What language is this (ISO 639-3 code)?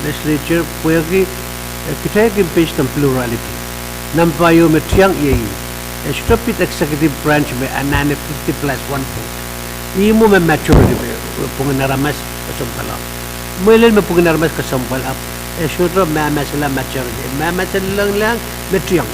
pon